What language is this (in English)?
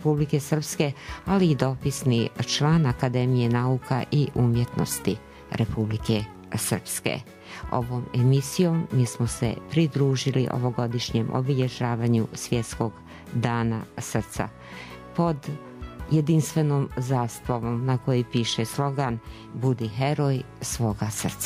Serbian